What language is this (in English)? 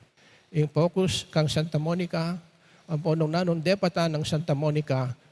Pampanga